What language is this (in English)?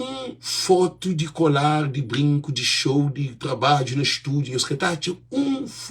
Kabuverdianu